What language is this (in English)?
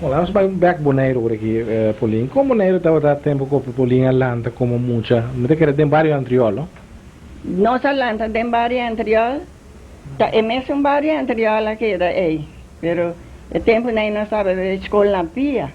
Papiamento